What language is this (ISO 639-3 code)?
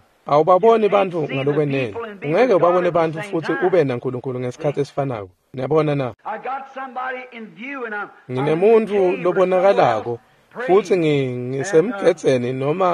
ssw